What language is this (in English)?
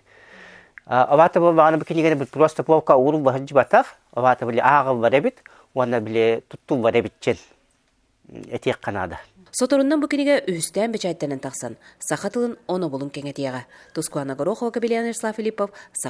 Yakut